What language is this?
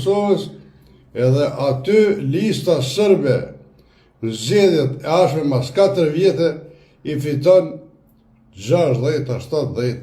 Albanian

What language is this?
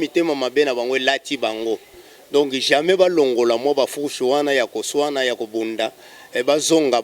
Lingala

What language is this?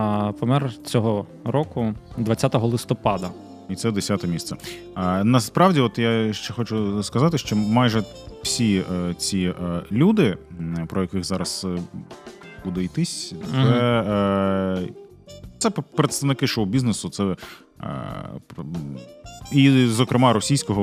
Ukrainian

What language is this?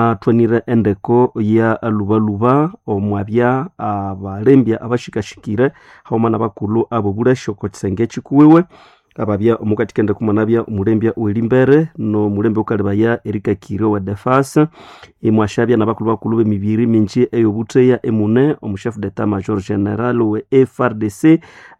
Nande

